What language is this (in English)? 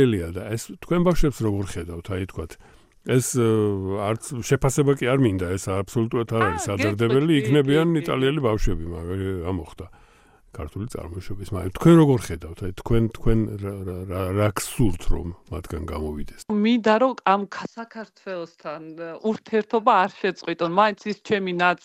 Georgian